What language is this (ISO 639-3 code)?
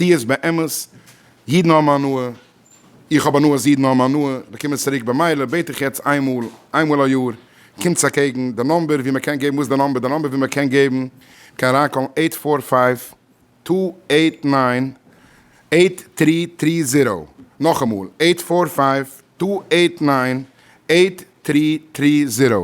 yid